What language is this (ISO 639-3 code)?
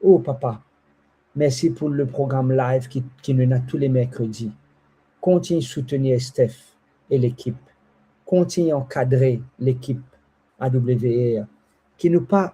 mfe